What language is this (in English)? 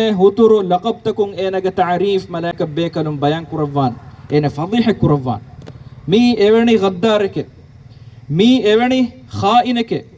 Divehi